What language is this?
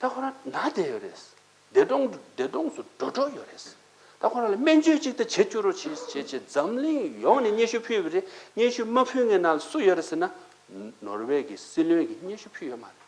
Tibetan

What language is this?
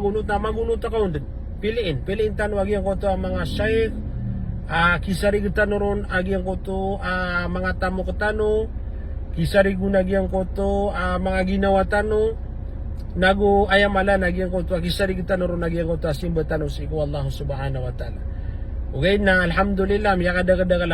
Maranao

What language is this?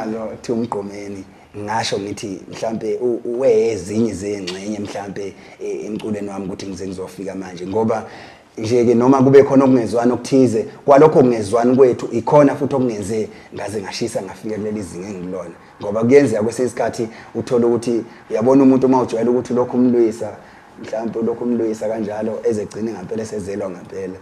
Zulu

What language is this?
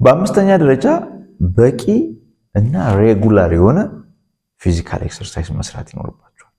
Amharic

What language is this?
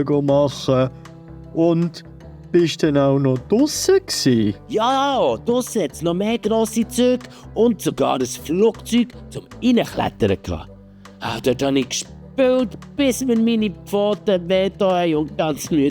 Swiss German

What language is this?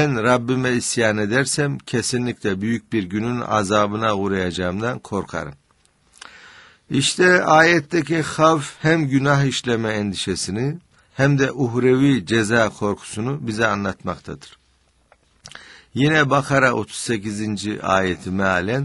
Turkish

